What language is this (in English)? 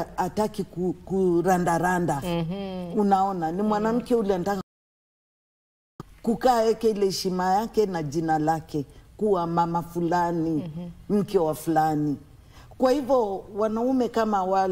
Swahili